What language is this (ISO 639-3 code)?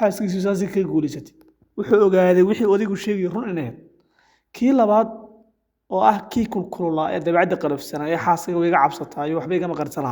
som